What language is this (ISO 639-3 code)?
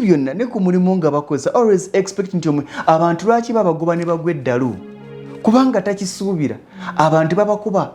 lug